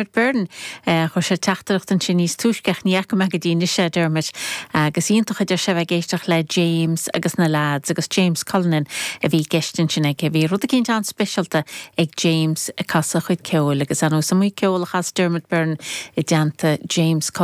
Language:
Irish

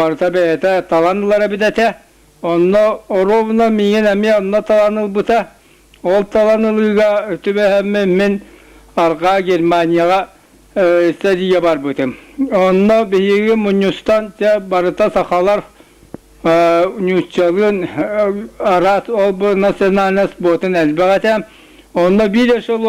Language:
Yakut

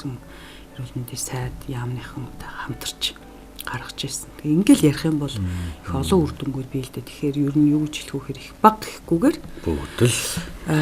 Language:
Mongolian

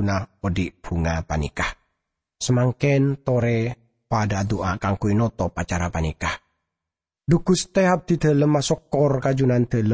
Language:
Madurese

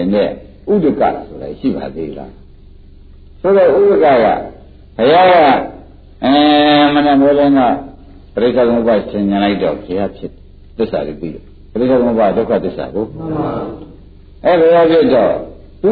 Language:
Burmese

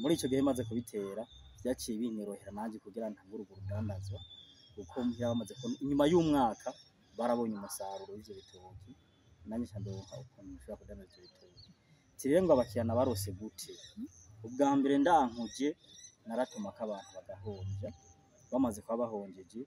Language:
Rundi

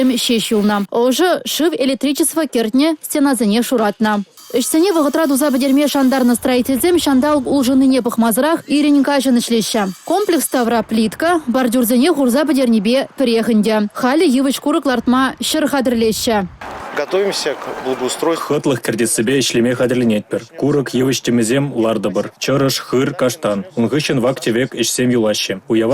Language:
Chuvash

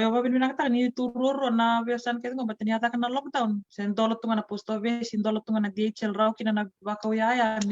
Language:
Fijian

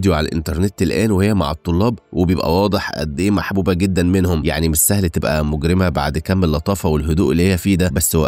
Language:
Egyptian Arabic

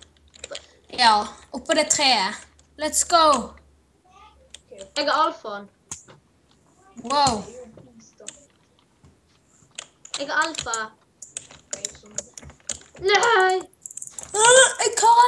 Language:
Norwegian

